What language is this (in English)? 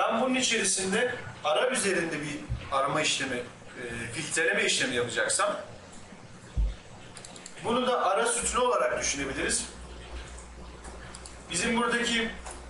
Turkish